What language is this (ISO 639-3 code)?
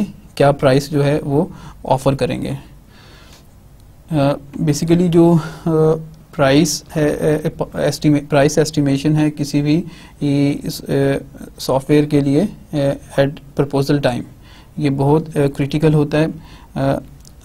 hin